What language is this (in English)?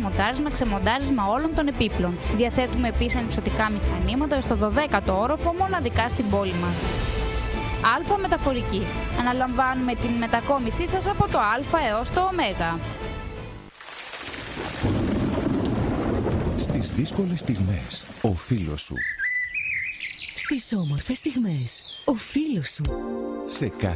Greek